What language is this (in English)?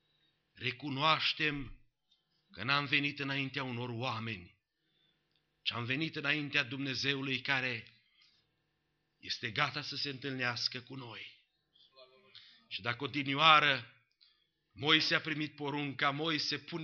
Romanian